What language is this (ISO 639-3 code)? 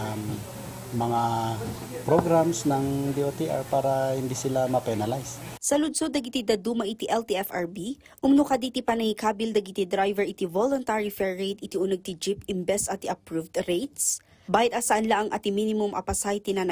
ilo